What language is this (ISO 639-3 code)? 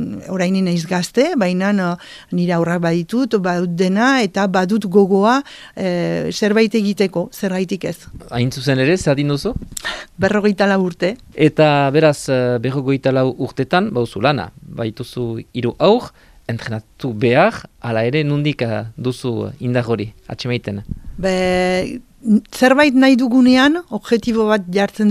eus